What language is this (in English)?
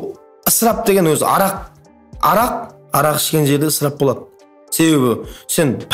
Kara-Kalpak